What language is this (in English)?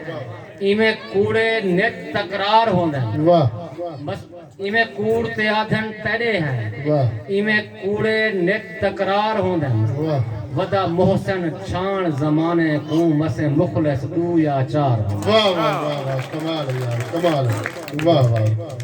Saraiki